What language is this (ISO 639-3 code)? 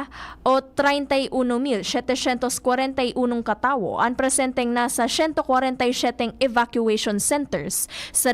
bik